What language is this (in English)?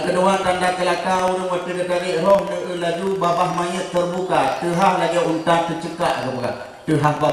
Achinese